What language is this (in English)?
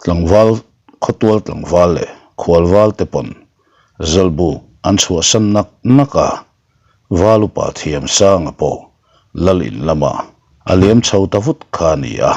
Mizo